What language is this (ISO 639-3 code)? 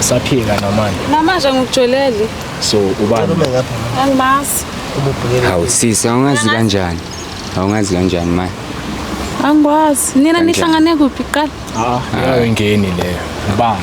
zul